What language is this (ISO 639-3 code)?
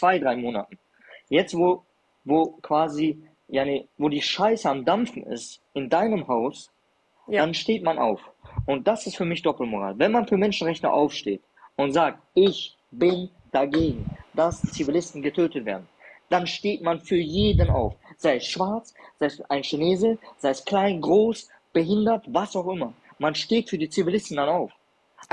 deu